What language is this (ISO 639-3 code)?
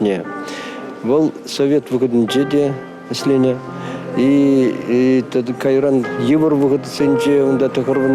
chv